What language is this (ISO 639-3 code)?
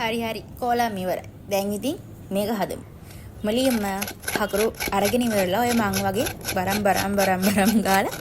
sin